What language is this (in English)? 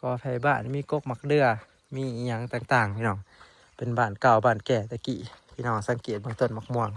Northeastern Thai